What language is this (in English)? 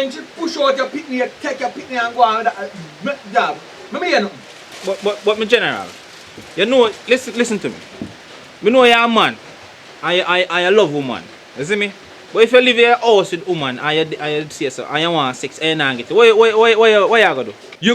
Jamaican Creole English